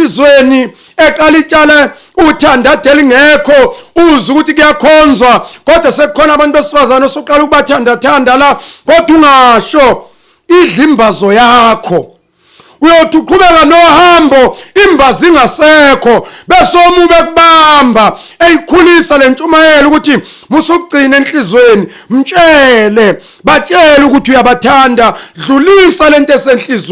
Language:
Zulu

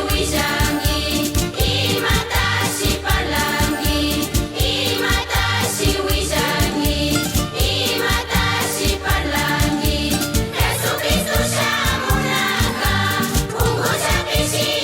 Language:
Chimborazo Highland Quichua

